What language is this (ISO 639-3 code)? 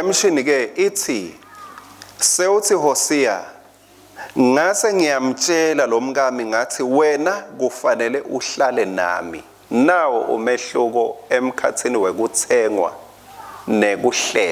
ssw